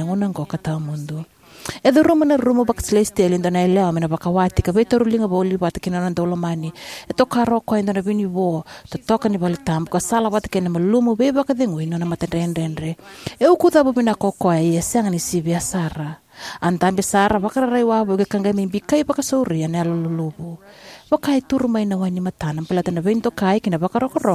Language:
Fijian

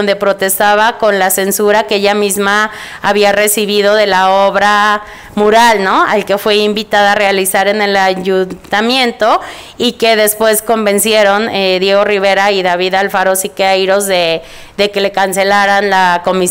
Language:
Spanish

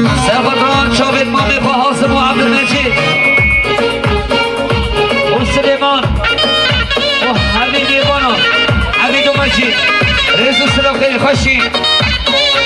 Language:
Kurdish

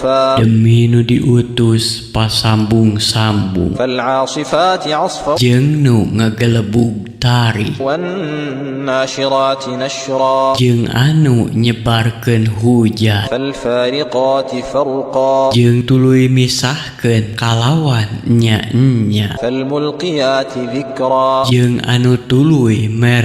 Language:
Sundanese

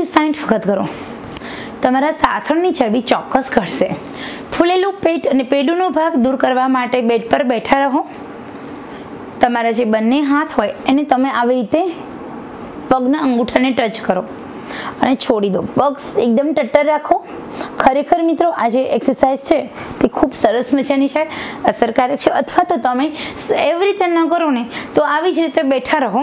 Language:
Gujarati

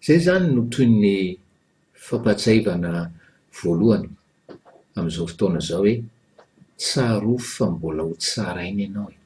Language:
Malagasy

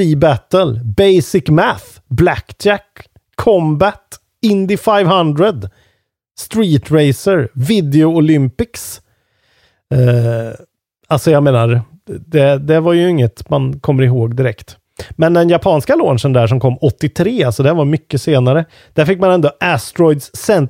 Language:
Swedish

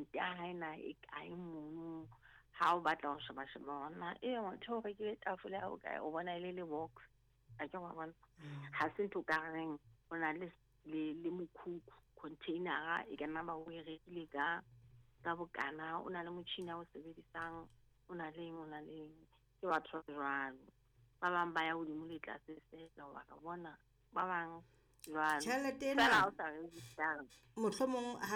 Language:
Southern Sotho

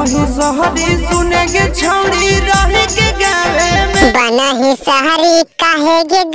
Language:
Magahi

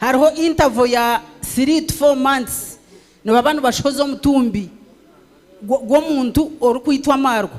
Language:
Nyankole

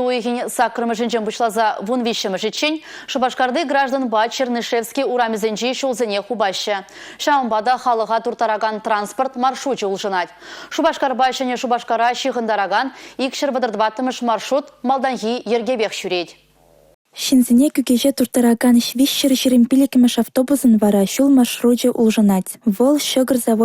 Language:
Chuvash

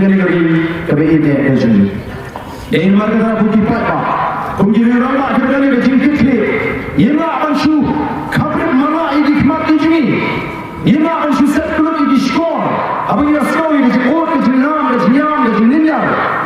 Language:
Khasi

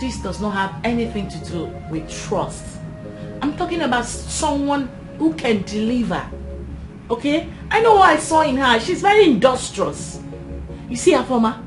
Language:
Nigerian Pidgin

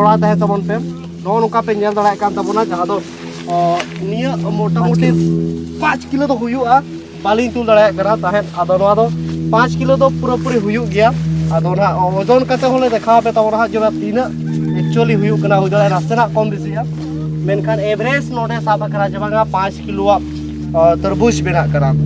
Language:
Santali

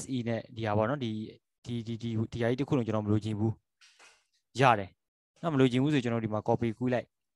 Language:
Burmese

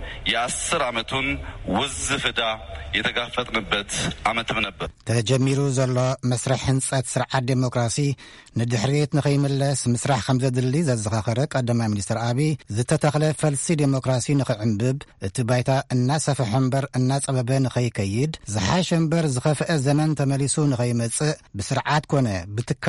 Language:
Tigrinya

